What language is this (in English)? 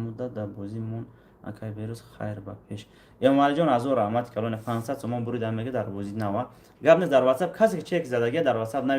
Tajik